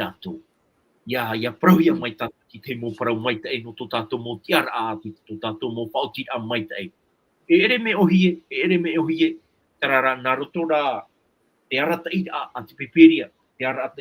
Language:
Tahitian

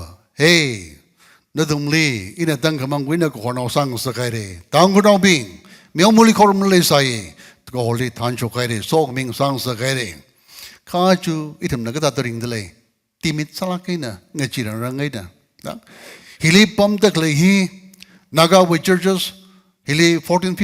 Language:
Tangkhul Naga (India)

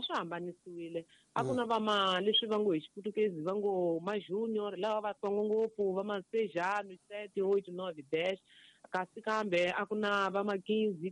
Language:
Tsonga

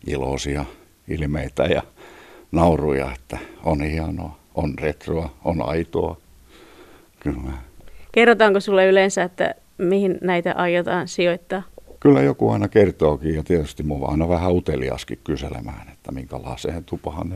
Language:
Finnish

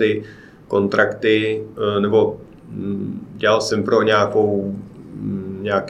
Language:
Czech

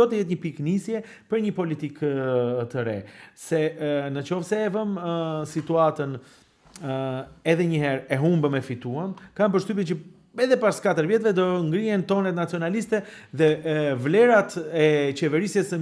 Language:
Albanian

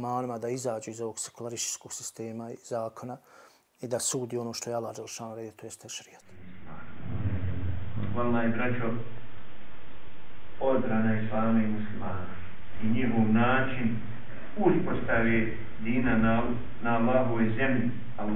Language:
Bosnian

